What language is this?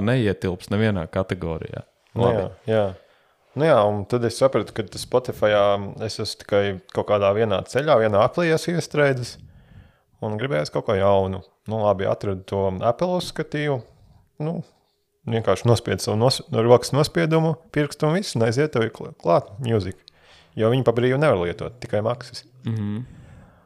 Latvian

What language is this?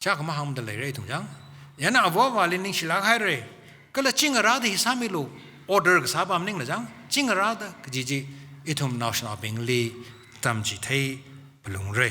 Tangkhul Naga (India)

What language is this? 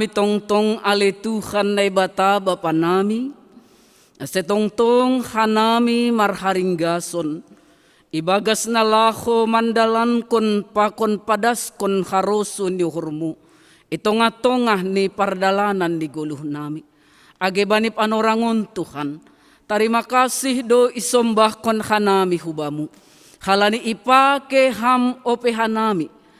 Batak Simalungun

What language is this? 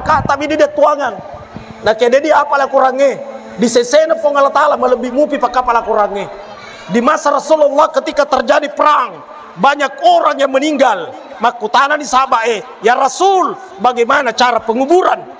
Buginese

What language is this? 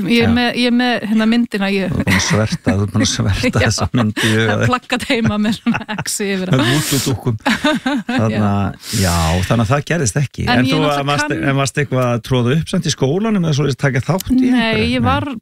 Icelandic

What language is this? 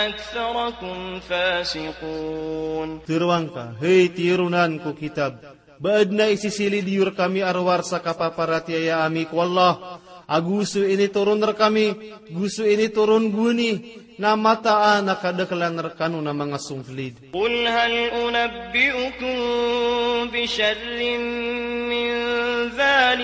Maranao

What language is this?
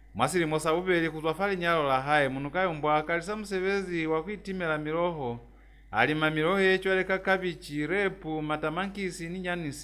Lozi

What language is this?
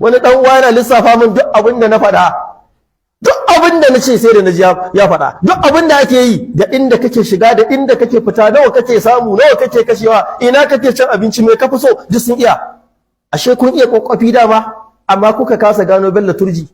Hausa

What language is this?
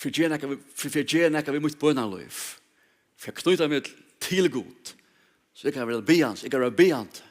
Faroese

